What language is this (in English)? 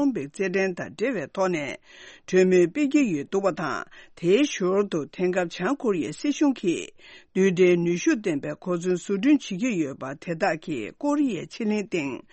Tibetan